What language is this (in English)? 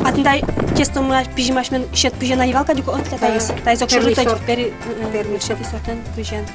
Udmurt